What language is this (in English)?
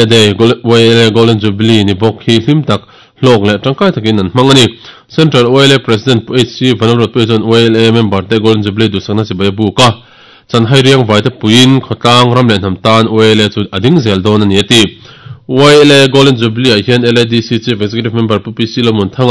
Mizo